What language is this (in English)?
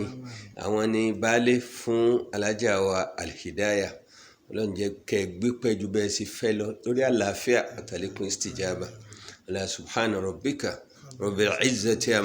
Yoruba